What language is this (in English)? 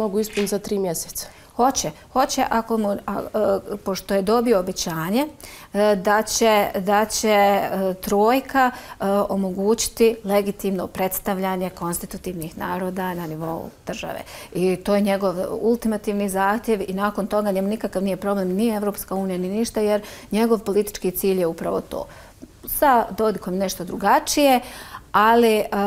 Bosnian